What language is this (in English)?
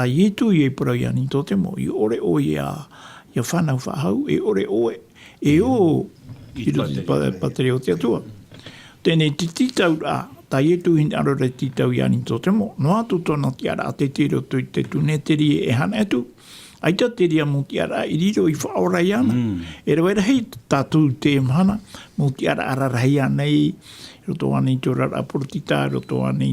Tahitian